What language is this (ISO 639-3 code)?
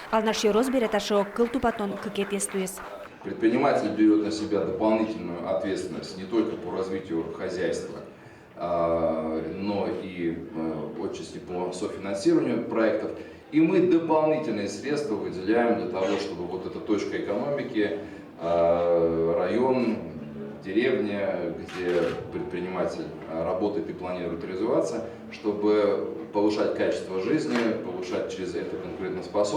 udm